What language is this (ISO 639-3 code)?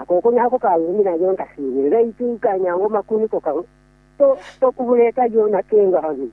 nyn